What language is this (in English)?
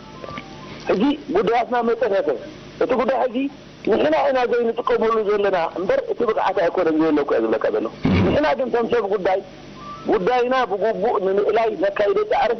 Tigrinya